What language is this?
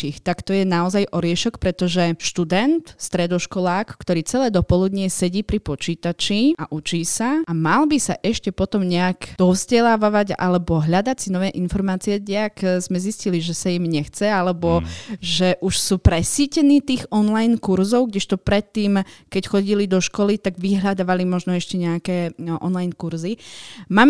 Slovak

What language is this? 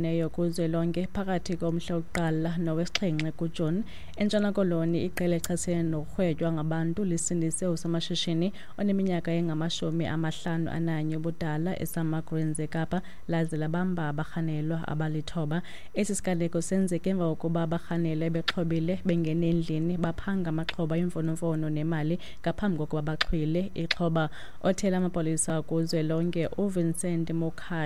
Xhosa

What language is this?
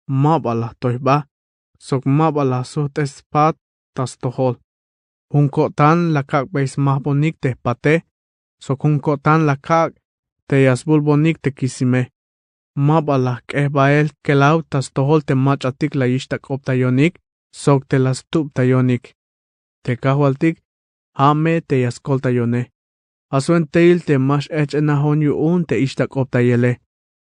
Tzeltal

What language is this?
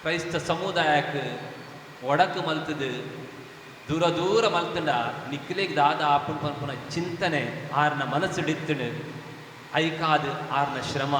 Tulu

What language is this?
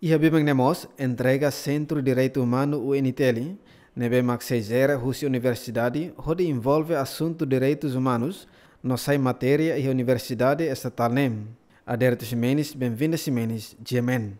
Tetum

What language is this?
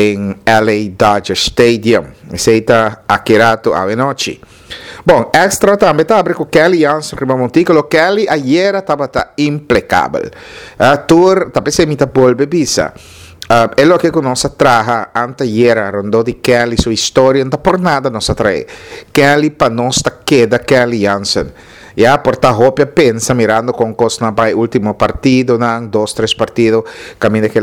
Papiamento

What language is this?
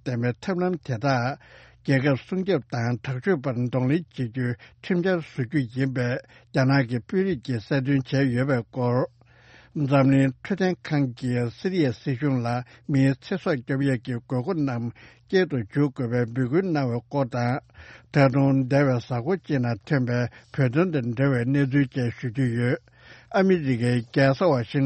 Tibetan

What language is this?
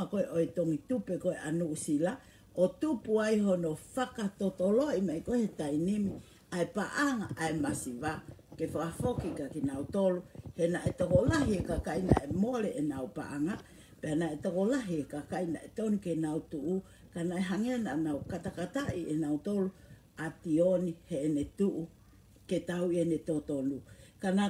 Tongan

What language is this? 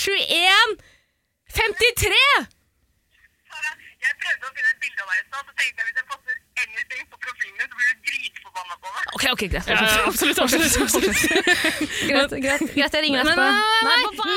Norwegian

